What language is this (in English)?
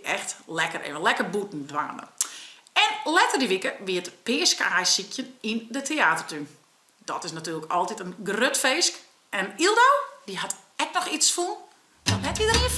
Western Frisian